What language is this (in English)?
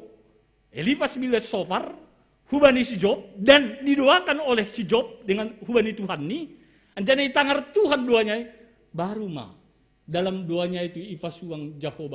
Batak Simalungun